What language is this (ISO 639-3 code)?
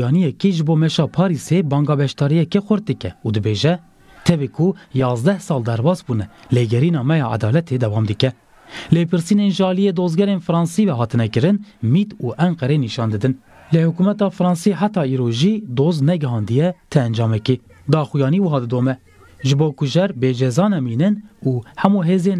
kur